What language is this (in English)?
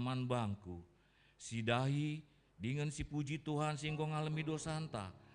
Batak Karo